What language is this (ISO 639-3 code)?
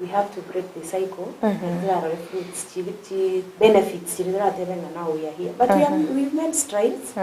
guz